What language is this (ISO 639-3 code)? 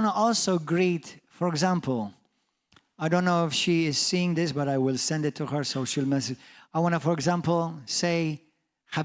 eng